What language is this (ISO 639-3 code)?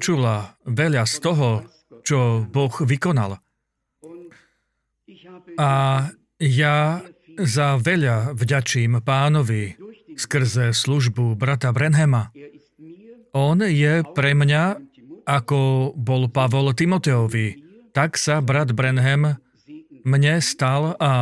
slk